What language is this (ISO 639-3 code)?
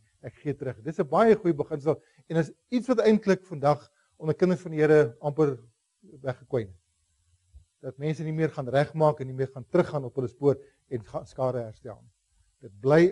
afr